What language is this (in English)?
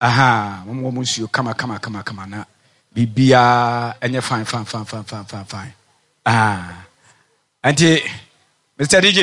Akan